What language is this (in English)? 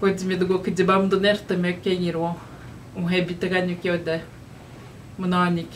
Atikamekw